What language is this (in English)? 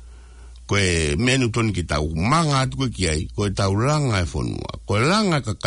Tongan